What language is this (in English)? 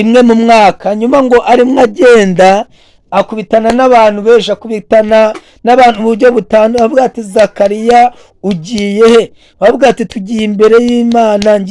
Kinyarwanda